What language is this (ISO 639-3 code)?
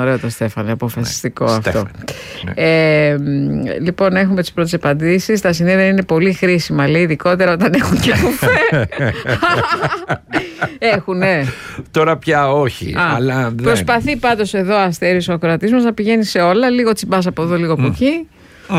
ell